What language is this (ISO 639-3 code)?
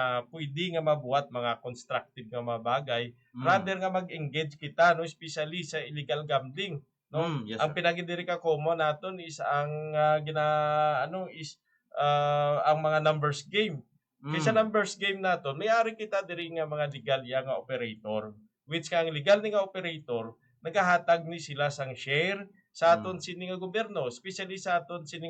hil